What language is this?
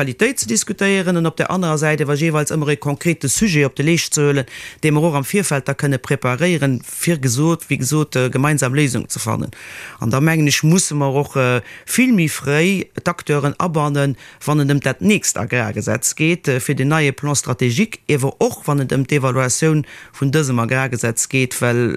Luxembourgish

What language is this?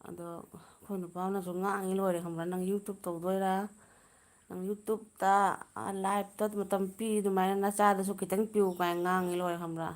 Manipuri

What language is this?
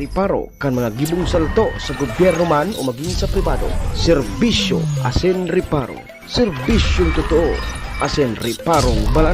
Bikol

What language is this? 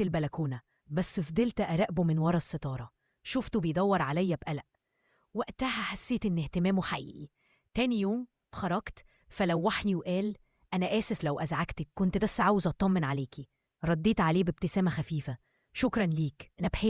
Egyptian Arabic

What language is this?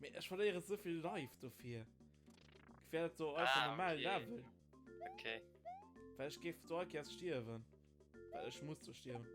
Luxembourgish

